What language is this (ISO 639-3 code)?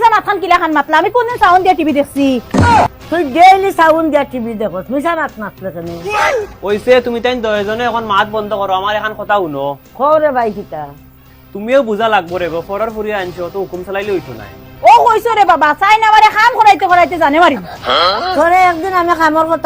syl